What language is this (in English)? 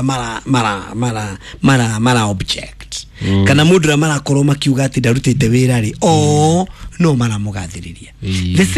Kikuyu